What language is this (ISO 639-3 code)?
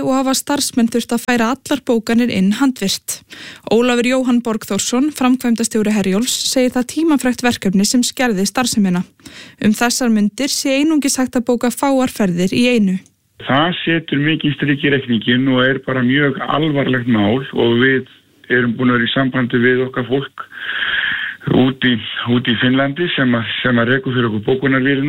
isl